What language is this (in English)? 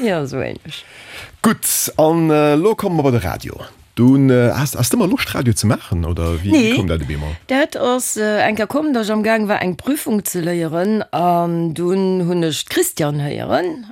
Luxembourgish